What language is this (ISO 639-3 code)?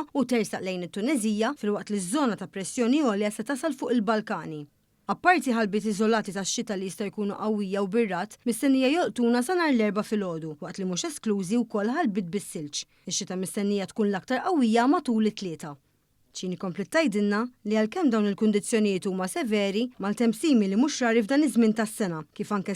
mlt